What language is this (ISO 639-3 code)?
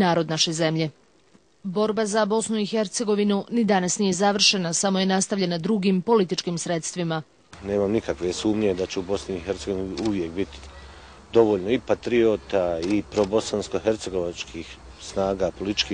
bos